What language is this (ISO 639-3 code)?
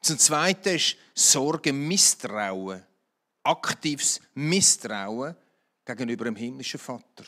gsw